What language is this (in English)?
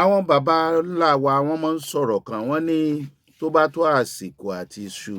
Yoruba